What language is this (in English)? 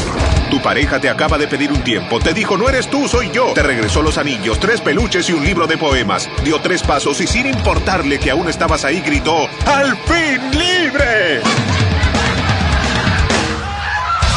Spanish